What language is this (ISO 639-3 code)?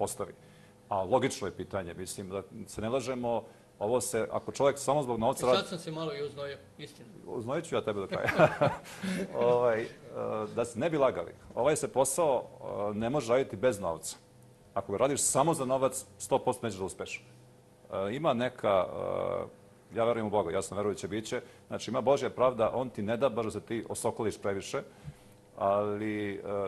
srp